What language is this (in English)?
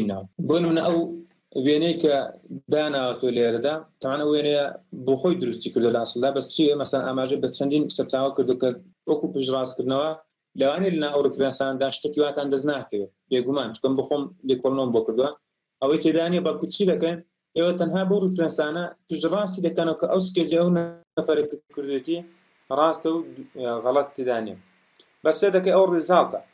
Central Kurdish